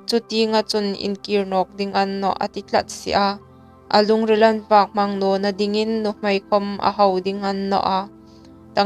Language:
Hmar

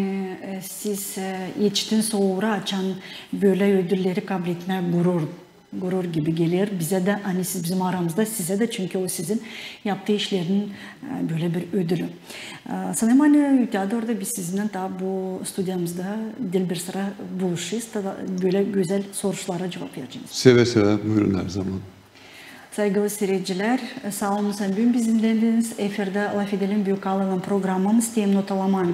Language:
Gagauz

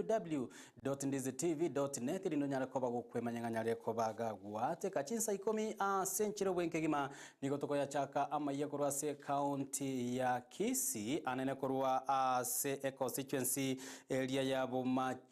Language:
Gusii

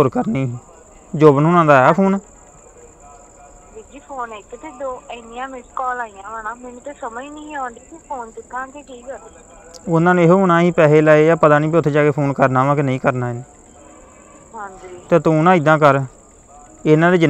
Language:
Punjabi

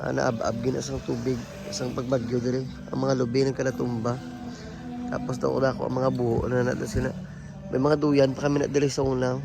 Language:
Hiligaynon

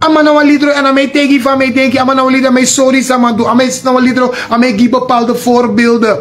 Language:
Sranan Tongo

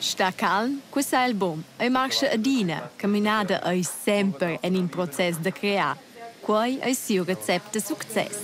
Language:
Romansh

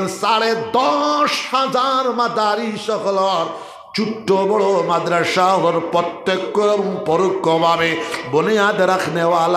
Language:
Sylheti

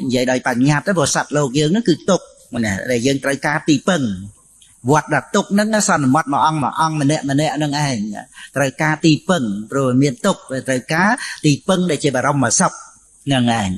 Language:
Khmer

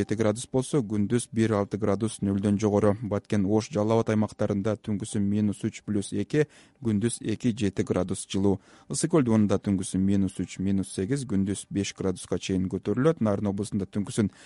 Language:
Kyrgyz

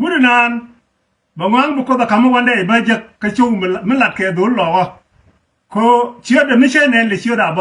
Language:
Nuer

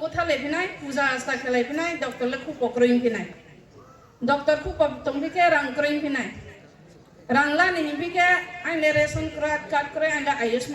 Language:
Riang (India)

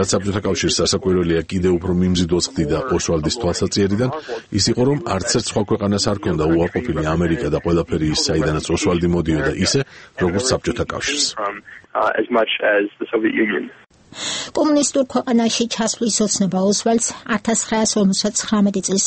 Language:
Georgian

